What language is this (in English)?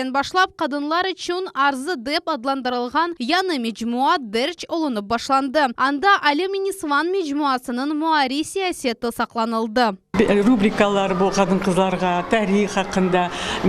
Crimean Tatar